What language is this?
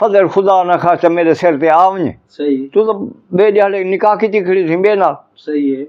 Saraiki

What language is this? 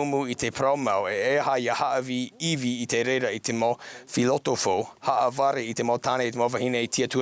Tahitian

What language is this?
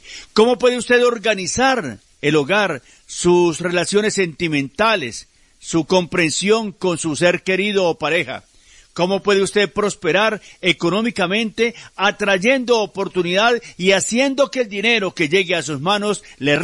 Spanish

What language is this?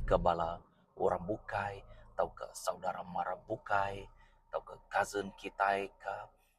Iban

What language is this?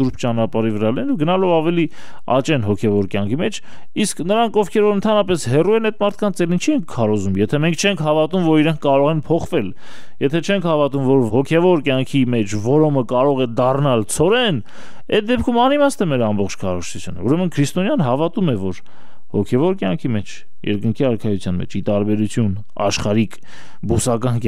Armenian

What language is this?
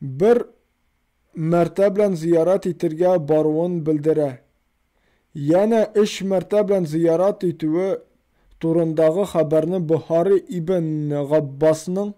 Tatar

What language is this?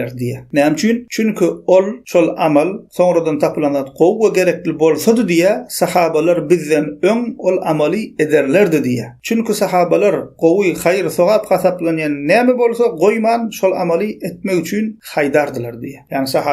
Turkmen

